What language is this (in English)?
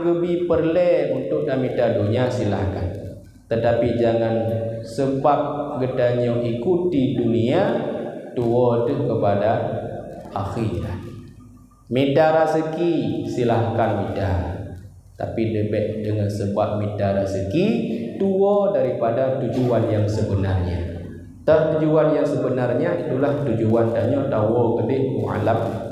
Achinese